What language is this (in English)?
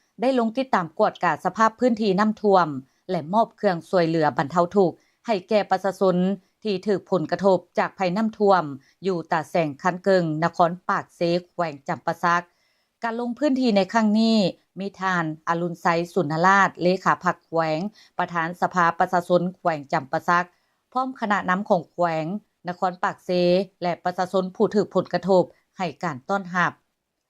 Lao